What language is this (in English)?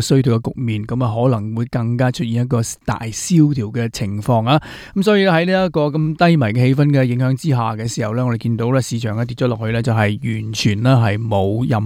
Cantonese